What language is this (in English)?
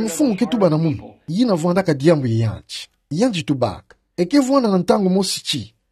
Kituba (Democratic Republic of Congo)